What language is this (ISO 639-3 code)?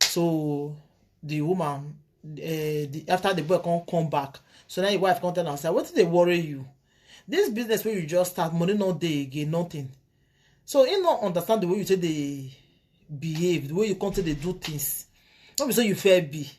pcm